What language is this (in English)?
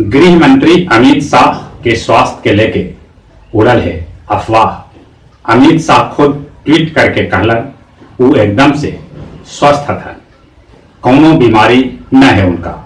Magahi